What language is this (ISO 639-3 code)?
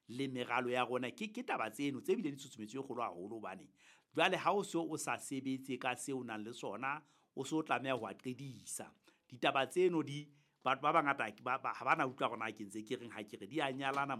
sot